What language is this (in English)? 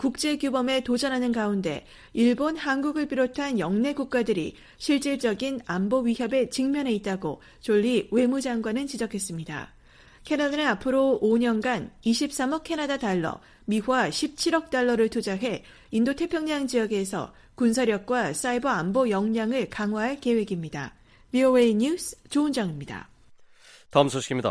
Korean